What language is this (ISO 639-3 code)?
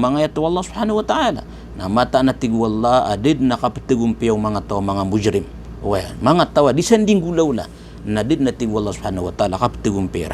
mrw